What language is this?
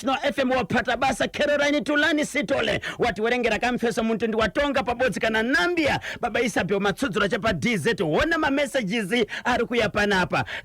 Shona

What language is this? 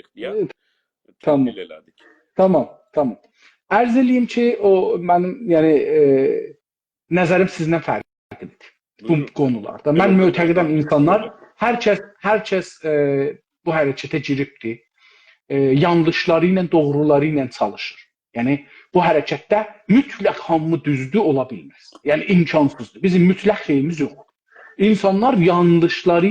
South Azerbaijani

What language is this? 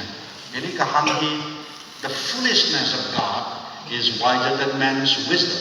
Tangkhul Naga (India)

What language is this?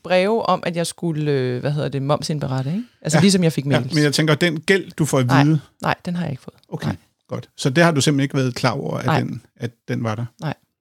Danish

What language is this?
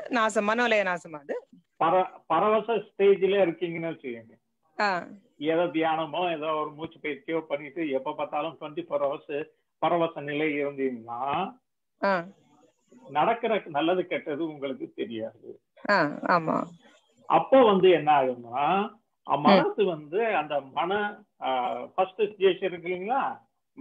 Tamil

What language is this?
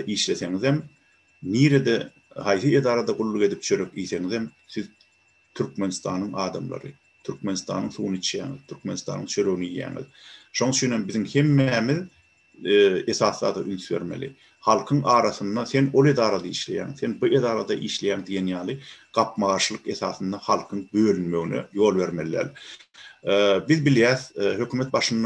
Turkmen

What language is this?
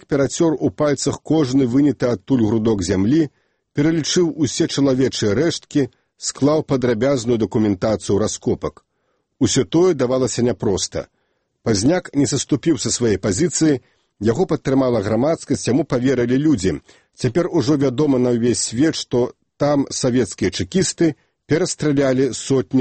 Belarusian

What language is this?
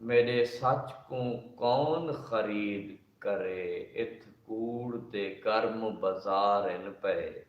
Saraiki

